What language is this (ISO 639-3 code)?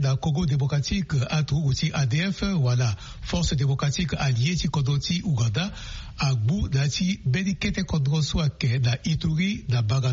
sag